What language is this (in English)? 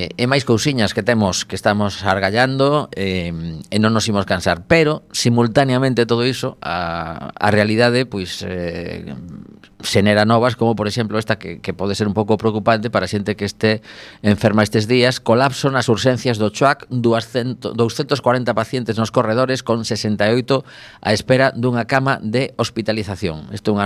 Galician